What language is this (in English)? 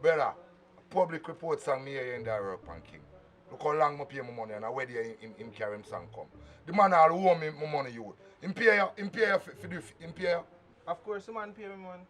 Jamaican Creole English